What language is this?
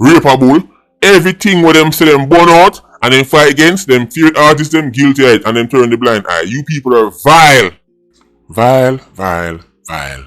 Jamaican Creole English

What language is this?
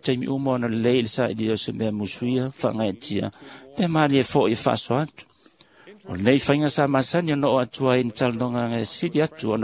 Samoan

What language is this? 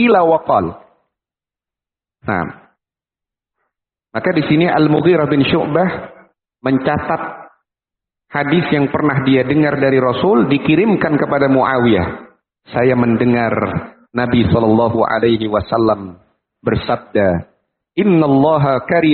Indonesian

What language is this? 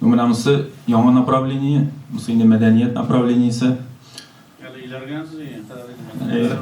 Tatar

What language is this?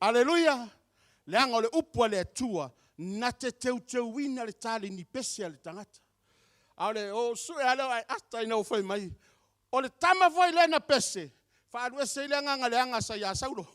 Samoan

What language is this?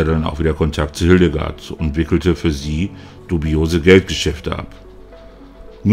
German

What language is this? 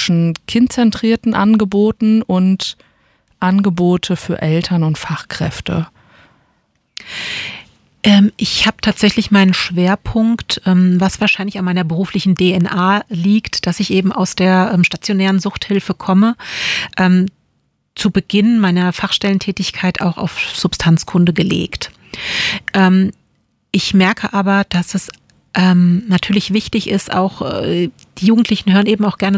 German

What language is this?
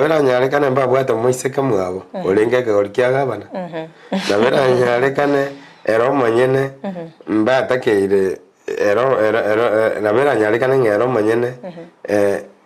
Gusii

